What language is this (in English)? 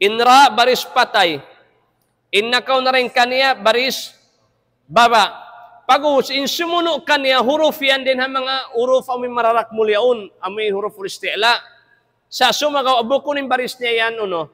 Tausug